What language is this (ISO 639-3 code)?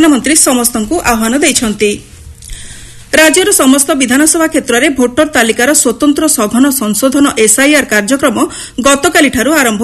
ori